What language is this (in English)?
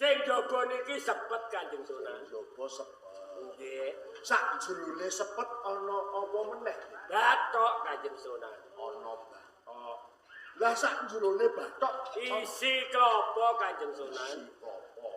Javanese